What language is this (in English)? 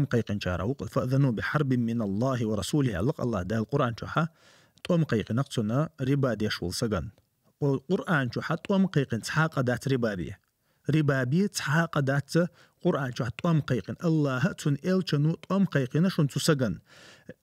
Chechen